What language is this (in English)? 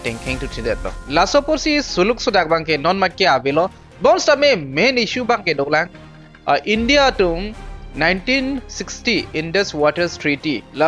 Karbi